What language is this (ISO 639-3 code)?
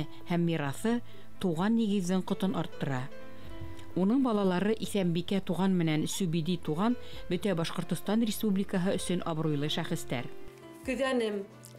bak